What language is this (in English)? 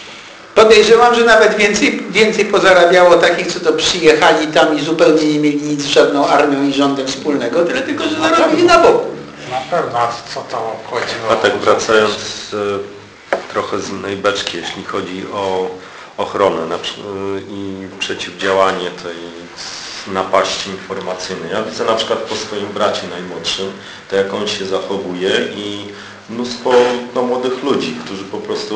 Polish